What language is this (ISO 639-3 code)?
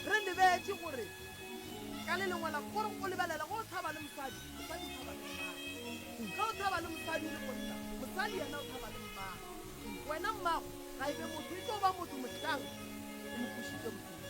nso